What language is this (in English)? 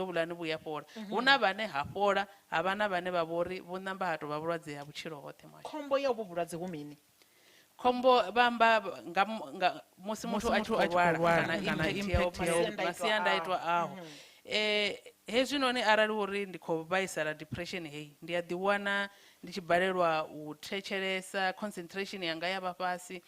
Venda